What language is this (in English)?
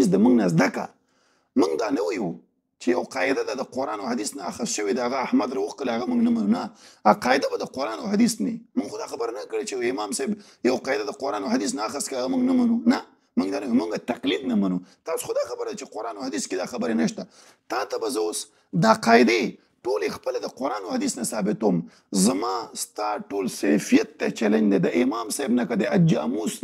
Pashto